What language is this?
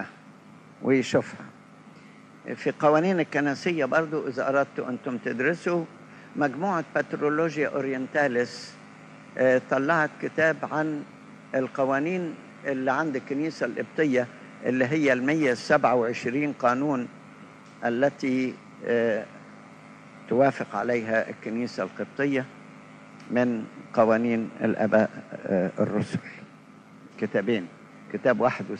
Egyptian Arabic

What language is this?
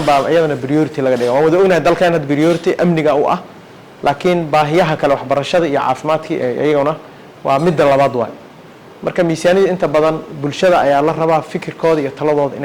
Somali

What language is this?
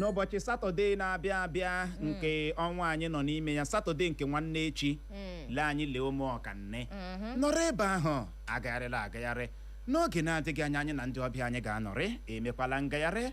Igbo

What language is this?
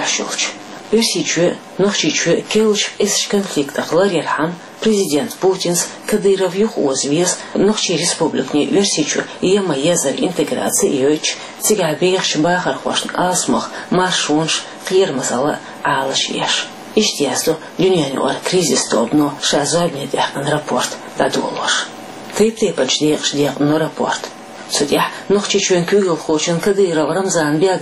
Chechen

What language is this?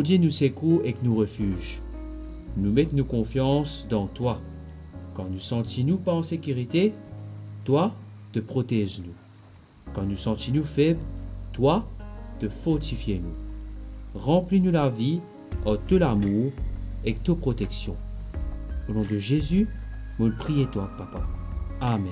Morisyen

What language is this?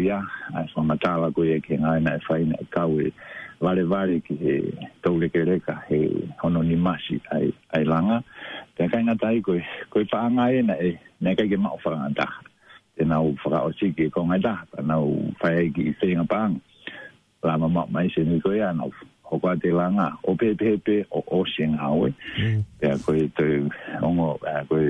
Tongan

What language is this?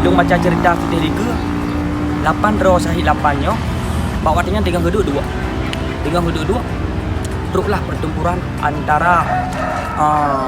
Achinese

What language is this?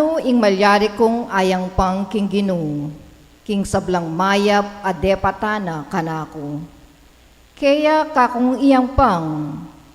Pampanga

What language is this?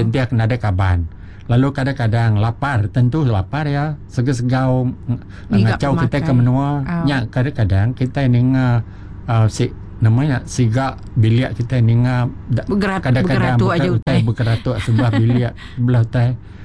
Iban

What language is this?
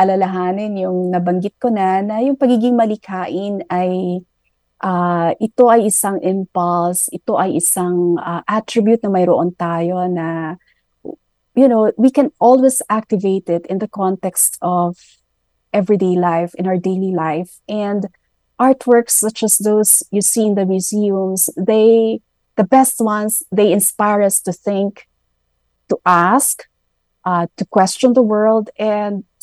Filipino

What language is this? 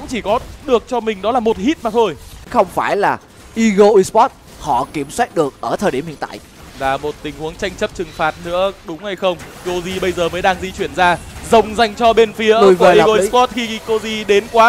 Vietnamese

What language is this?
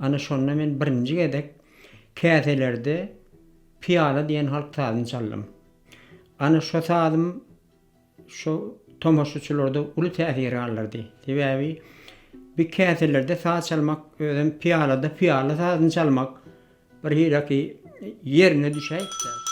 Turkmen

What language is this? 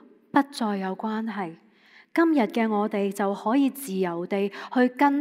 Cantonese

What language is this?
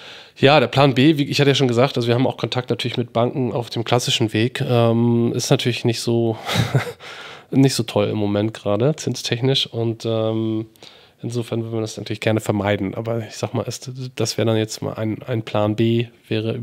German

